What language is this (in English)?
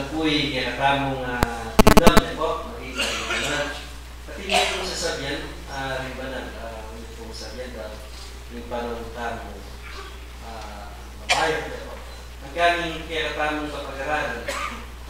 Pampanga